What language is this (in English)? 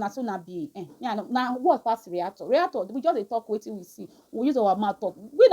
Nigerian Pidgin